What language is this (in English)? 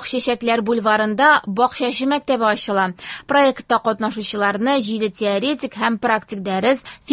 Tatar